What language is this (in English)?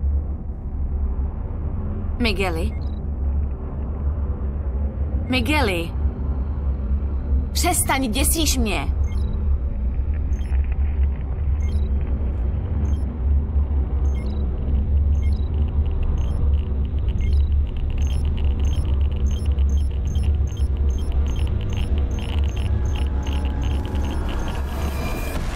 Czech